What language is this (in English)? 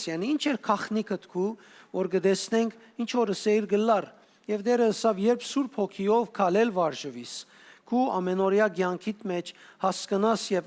Western Armenian